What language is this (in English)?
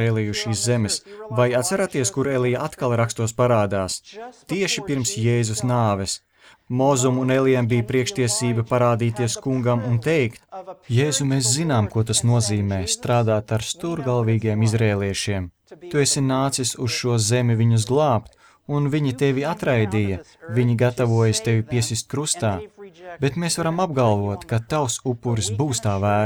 Latvian